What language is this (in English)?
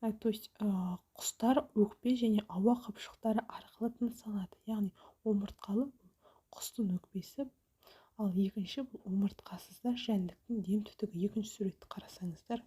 Kazakh